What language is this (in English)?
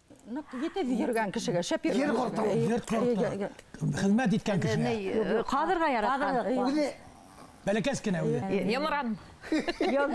Bashkir